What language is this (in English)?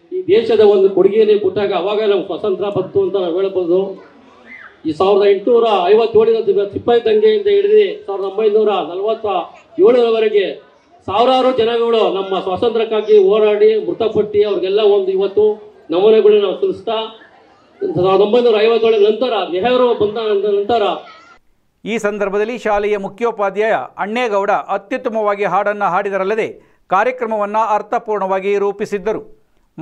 Kannada